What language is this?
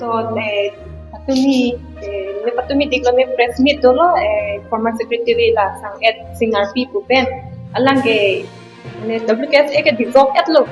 Karbi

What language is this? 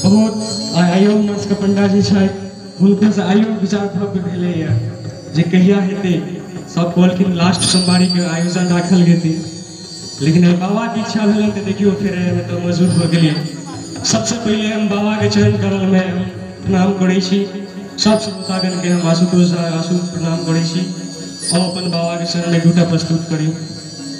Maithili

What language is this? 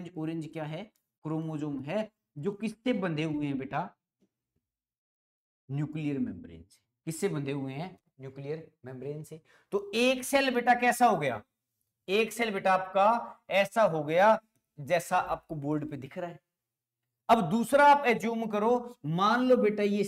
Hindi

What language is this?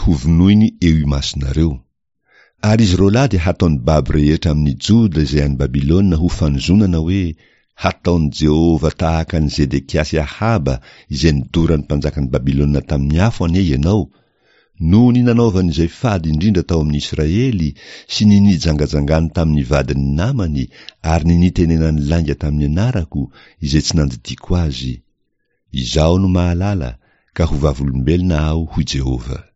Malagasy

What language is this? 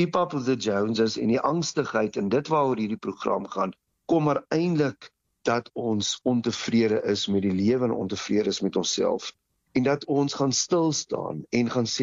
Afrikaans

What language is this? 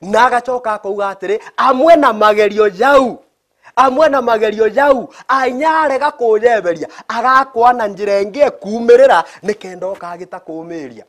Meru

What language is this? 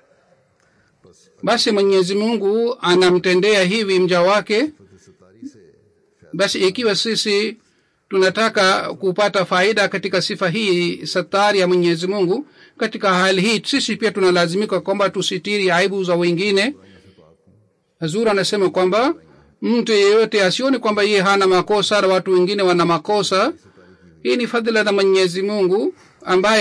Swahili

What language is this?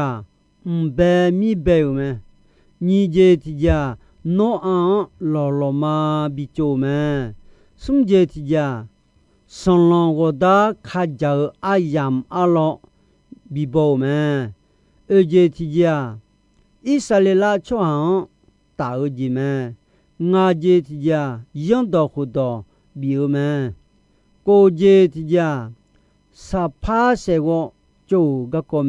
Akha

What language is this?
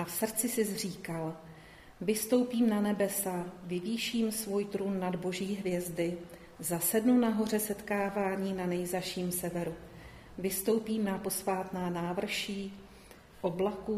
Czech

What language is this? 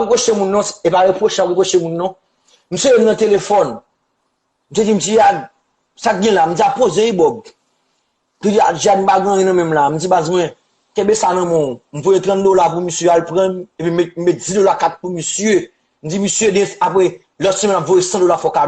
Haitian Creole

